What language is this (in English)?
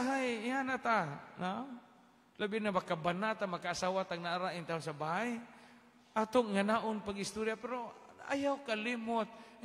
Cebuano